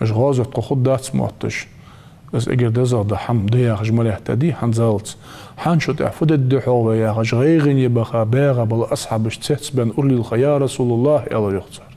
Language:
Ingush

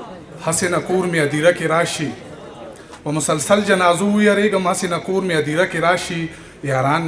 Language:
Pashto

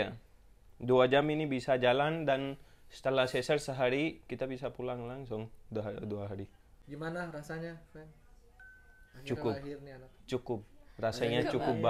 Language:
Indonesian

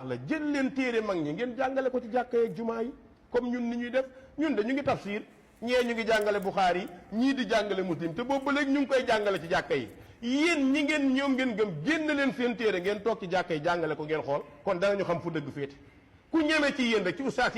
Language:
Wolof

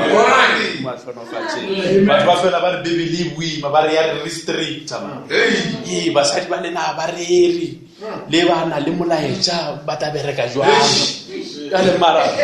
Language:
Northern Sotho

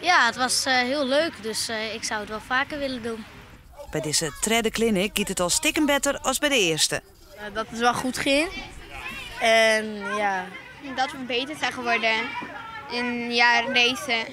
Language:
Western Frisian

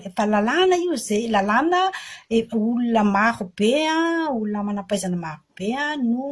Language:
Malagasy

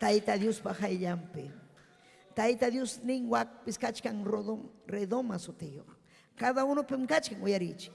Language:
Ayacucho Quechua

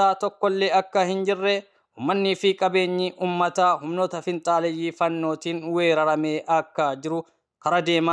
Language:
Oromo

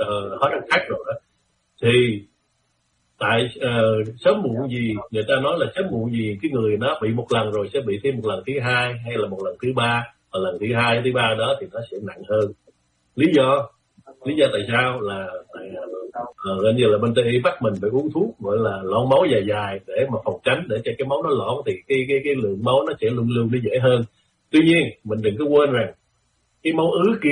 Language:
Vietnamese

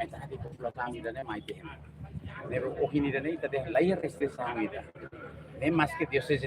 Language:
Tetum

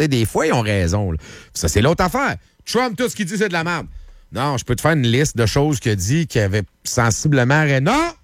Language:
French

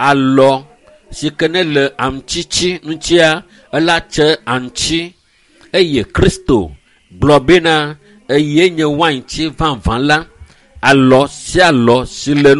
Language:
Ewe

